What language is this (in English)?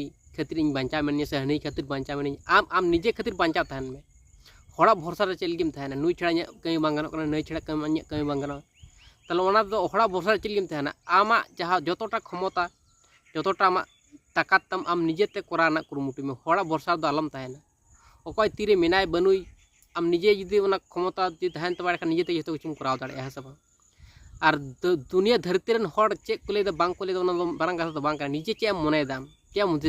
Santali